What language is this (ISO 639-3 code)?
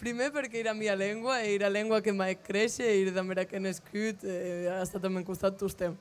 oci